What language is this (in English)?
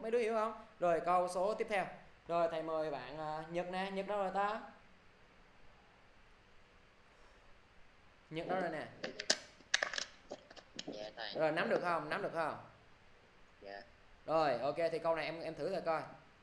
Vietnamese